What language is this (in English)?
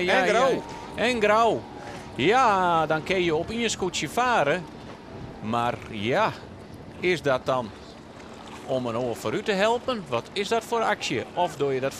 Western Frisian